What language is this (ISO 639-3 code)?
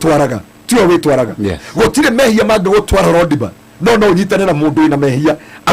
kik